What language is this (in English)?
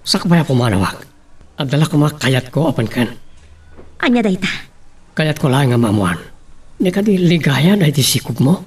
Iloko